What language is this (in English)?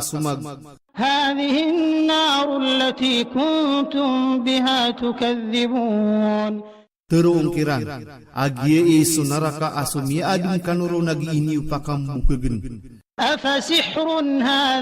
Maranao